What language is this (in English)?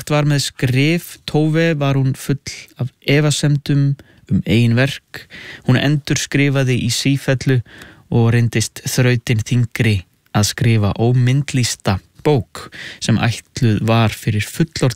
Icelandic